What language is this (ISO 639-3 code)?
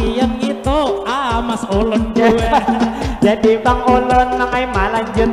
bjn